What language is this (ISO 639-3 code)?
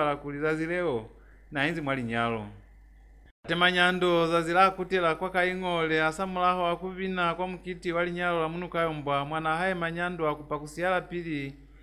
loz